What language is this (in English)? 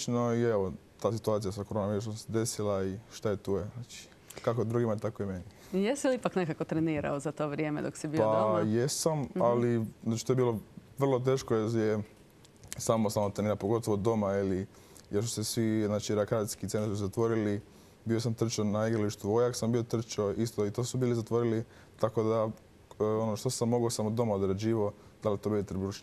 Croatian